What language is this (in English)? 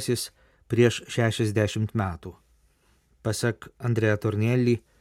Lithuanian